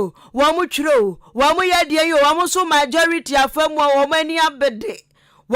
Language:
Akan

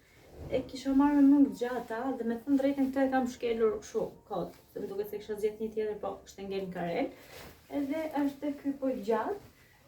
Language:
Albanian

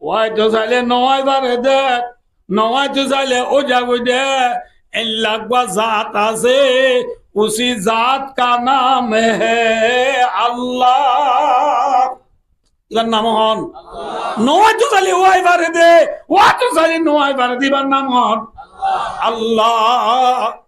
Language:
Rohingya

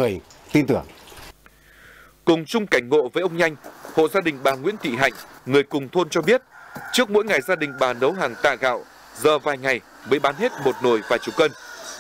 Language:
Vietnamese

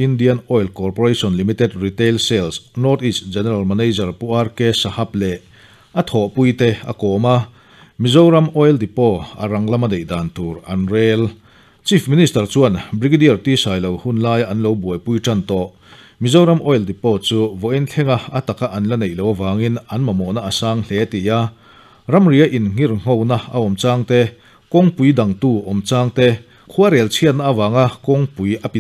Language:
Mizo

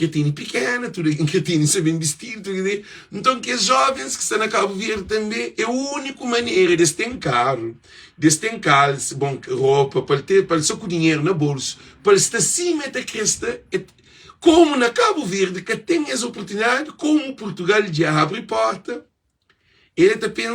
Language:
Kabuverdianu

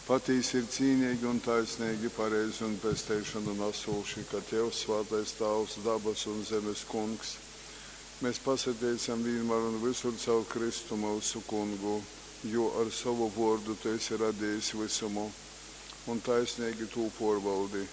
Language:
Latgalian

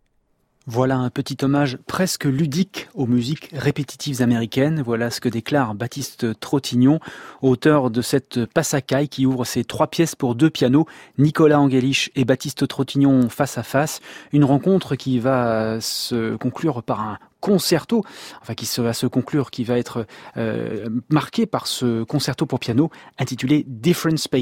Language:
French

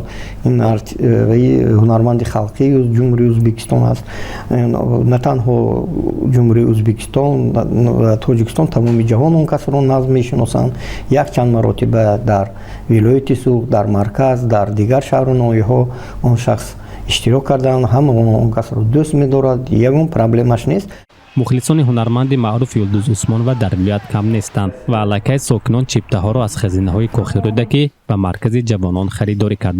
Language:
Tajik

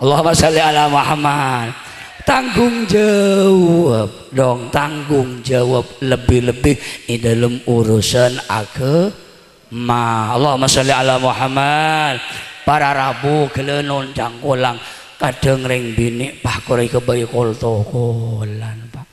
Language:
Madurese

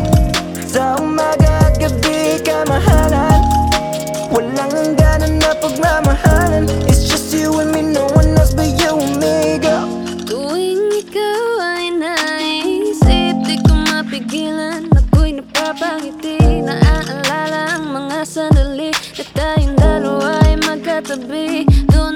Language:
Filipino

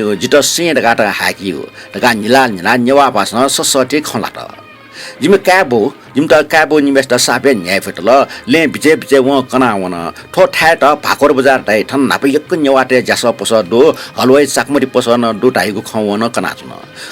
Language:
Newari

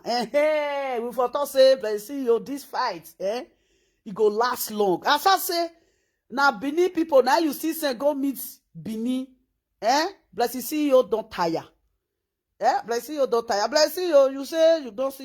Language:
Nigerian Pidgin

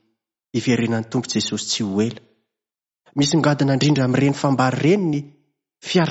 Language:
Malagasy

